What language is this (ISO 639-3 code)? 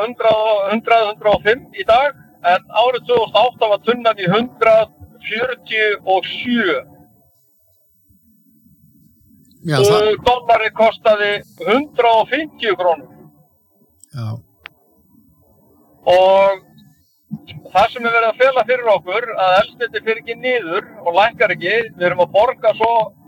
isl